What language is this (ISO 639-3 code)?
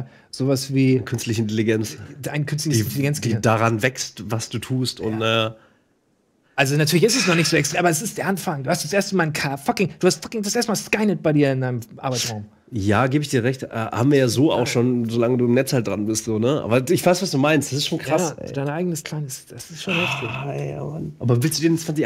deu